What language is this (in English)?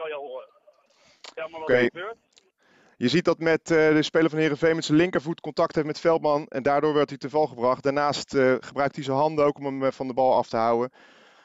Dutch